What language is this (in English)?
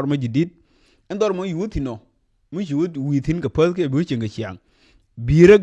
Nuer